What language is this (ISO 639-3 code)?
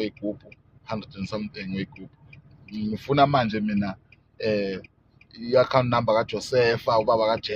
zul